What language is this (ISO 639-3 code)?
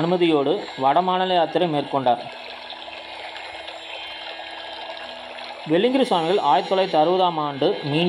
tam